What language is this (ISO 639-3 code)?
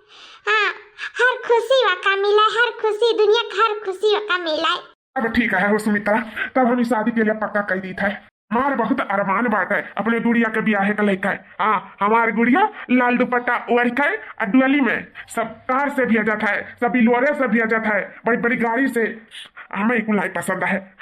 awa